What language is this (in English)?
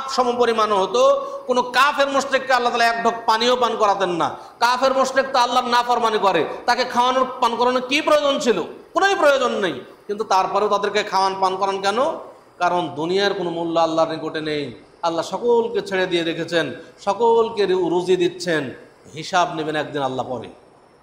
Bangla